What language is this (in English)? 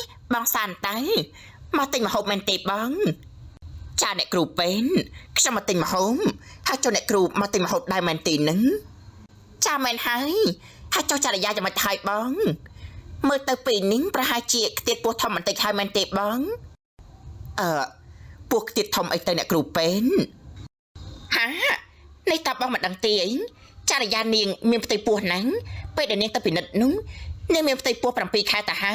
Khmer